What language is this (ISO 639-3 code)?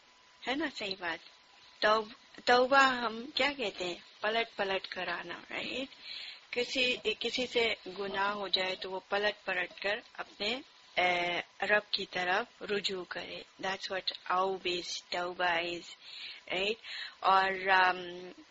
urd